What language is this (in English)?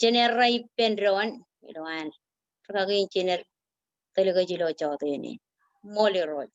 Marshallese